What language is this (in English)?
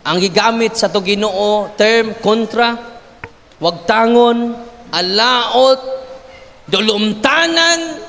Cebuano